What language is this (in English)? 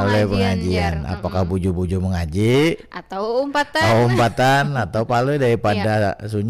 Banjar